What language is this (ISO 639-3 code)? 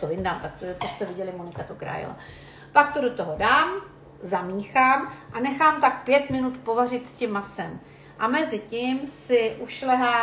ces